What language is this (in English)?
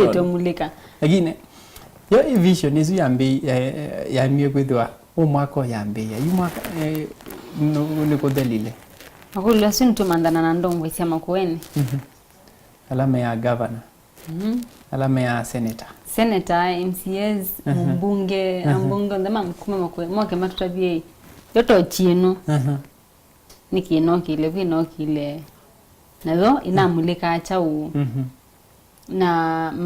Kamba